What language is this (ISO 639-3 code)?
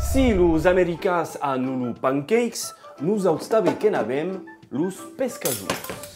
oci